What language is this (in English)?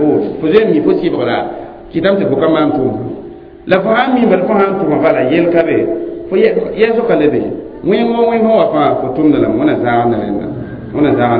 Mossi